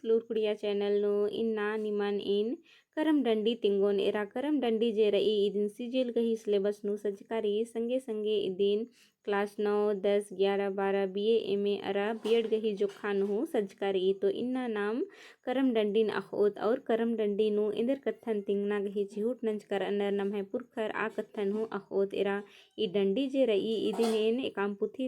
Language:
Kurukh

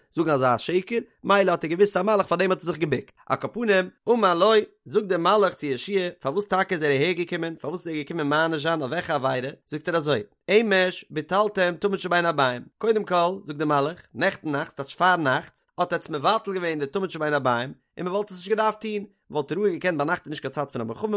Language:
Yiddish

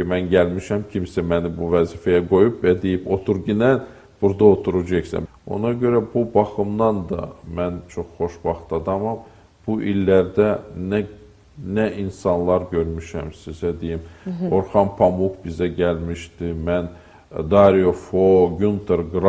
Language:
Azerbaijani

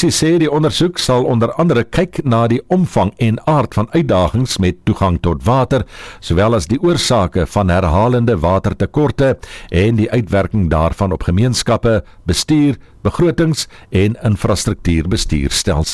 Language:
Afrikaans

